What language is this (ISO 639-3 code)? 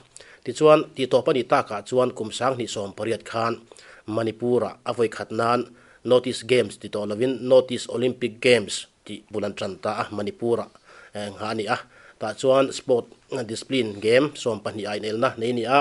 lus